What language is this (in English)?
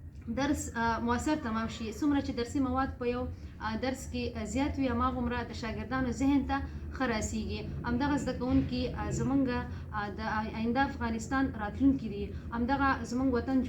Pashto